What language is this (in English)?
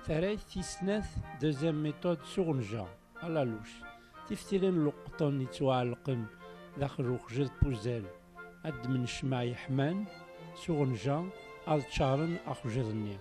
Kabyle